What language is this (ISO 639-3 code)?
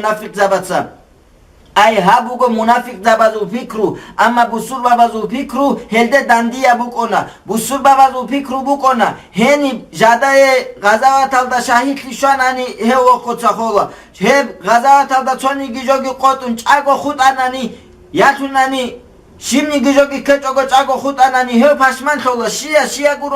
ava